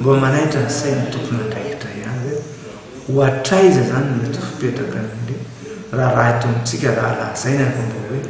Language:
Malagasy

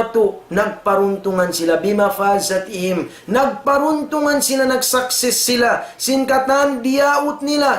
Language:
Tausug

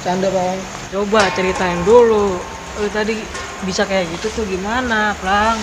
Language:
Betawi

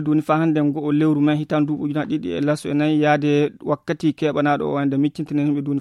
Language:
Fula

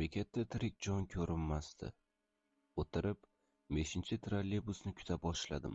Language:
Uzbek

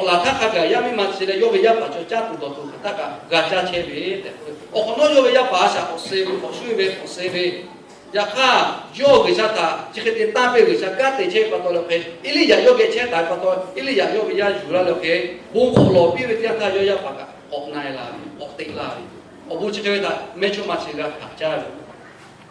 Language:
Lahu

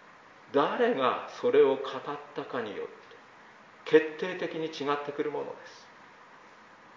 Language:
Japanese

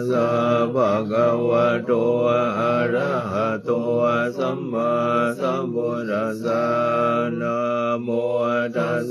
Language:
Pali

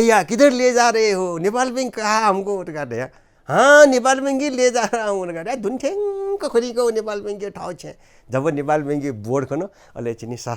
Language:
Newari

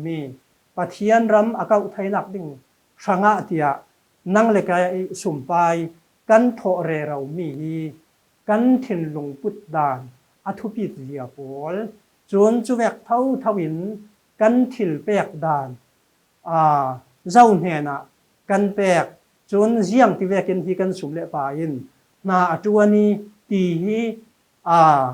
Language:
Falam Chin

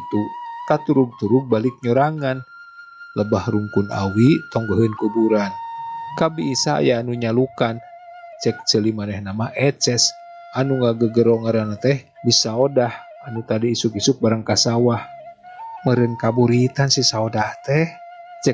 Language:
Sundanese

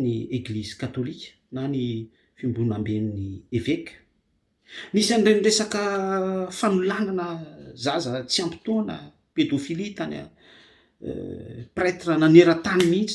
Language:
Malagasy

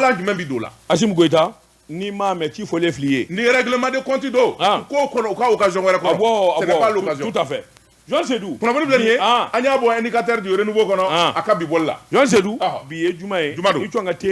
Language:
Bambara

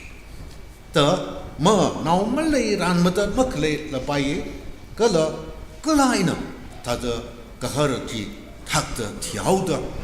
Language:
Tangkhul Naga (India)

